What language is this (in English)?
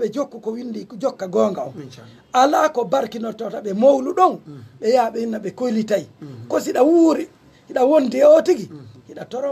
Fula